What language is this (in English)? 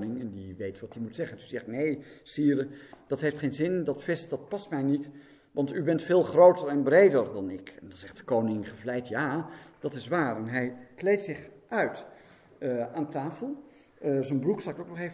Dutch